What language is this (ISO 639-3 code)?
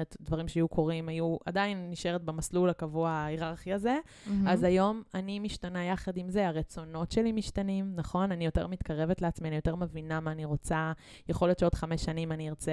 heb